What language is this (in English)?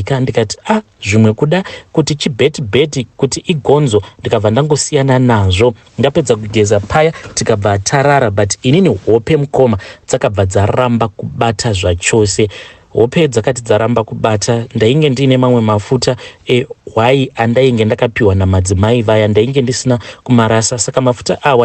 Shona